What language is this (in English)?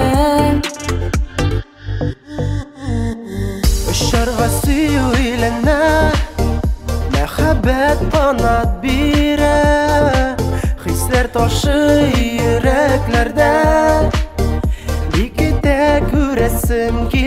Tatar